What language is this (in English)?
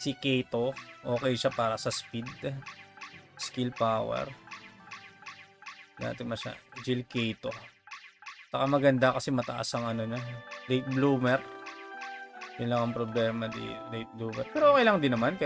Filipino